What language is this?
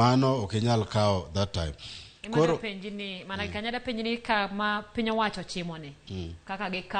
Luo (Kenya and Tanzania)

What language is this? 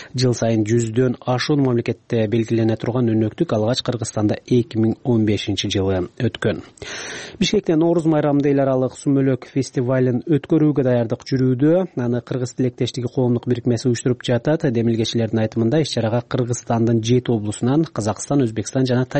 Kyrgyz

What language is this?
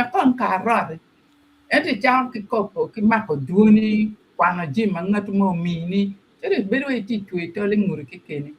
Acoli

